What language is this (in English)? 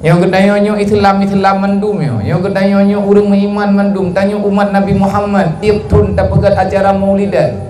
Achinese